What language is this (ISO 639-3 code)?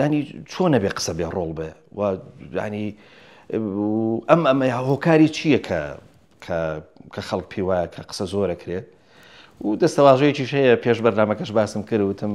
ckb